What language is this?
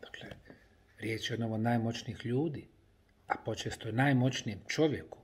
Bosnian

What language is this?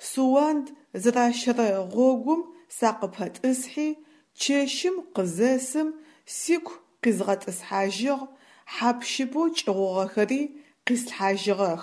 Adyghe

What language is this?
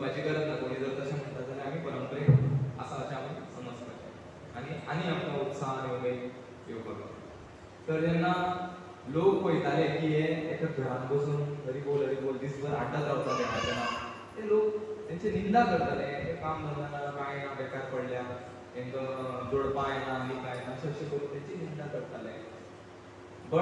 Konkani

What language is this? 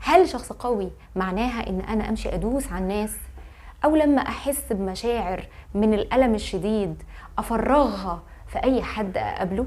Egyptian Arabic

